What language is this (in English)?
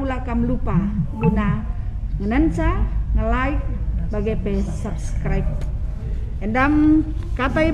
Batak Karo